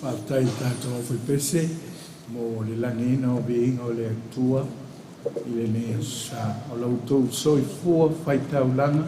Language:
Samoan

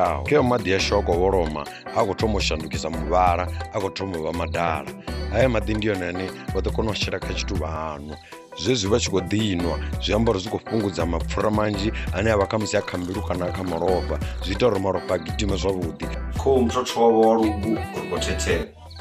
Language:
Venda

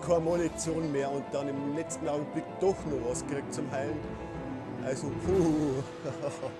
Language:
Bavarian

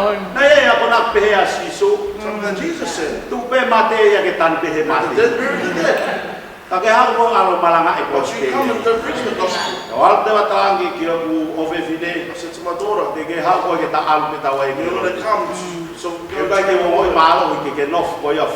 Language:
Tongan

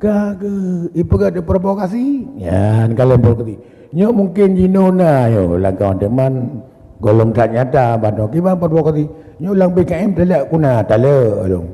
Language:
Achinese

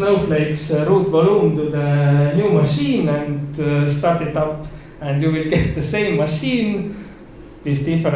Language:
English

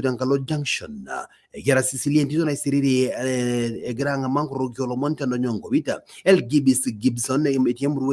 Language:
Masai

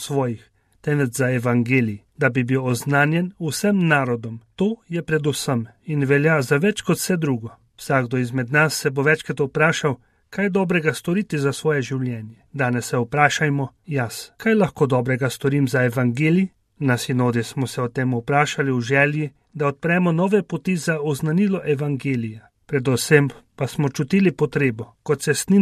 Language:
Slovenian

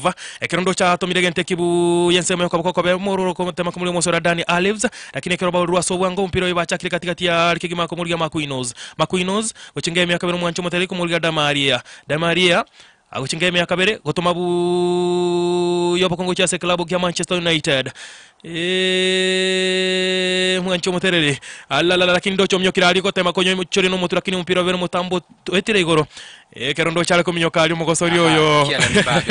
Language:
Gusii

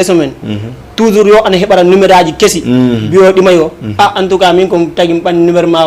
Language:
Fula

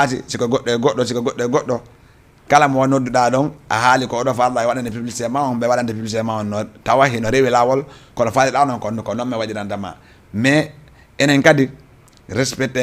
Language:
Fula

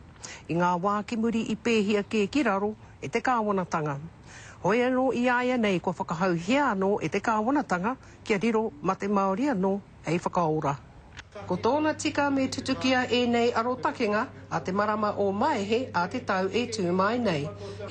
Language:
Māori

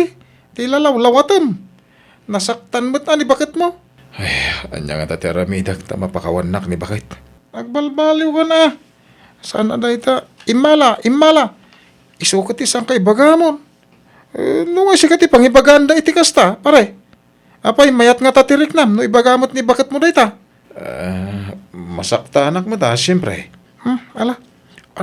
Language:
Iloko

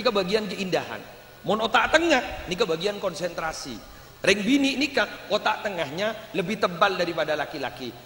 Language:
Madurese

